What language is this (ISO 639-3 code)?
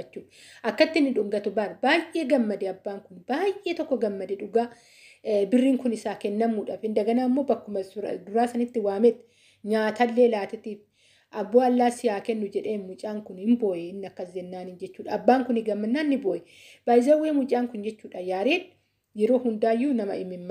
orm